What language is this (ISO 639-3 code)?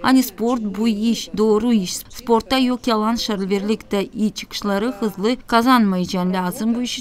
gag